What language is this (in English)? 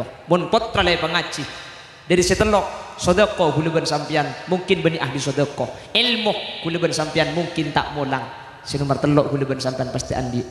Madurese